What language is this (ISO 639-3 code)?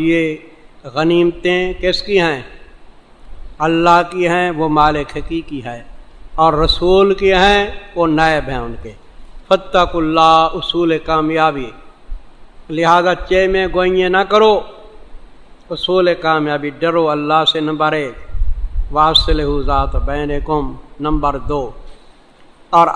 urd